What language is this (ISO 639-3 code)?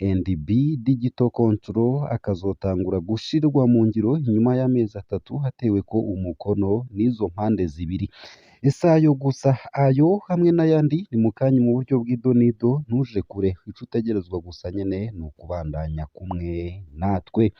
run